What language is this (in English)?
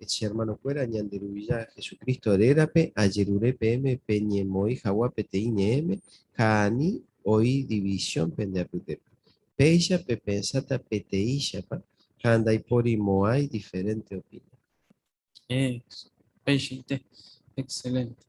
Guarani